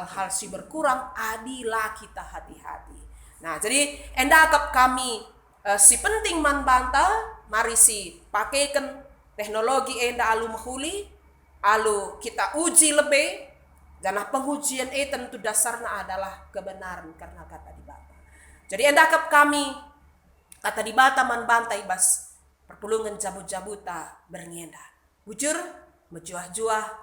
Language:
Batak Karo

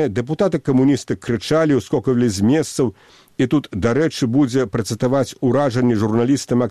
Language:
Belarusian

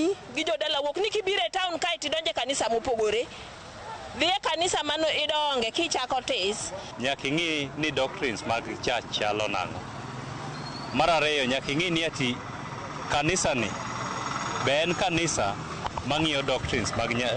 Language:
Luo (Kenya and Tanzania)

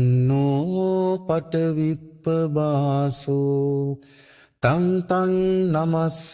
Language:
Pali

